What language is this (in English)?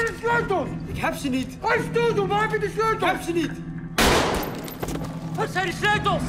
Dutch